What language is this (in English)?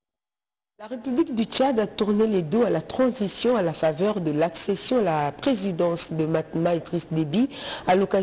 French